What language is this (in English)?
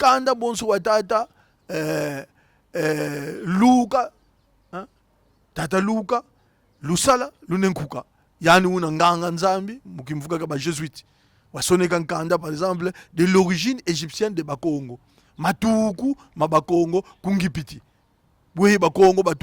Kongo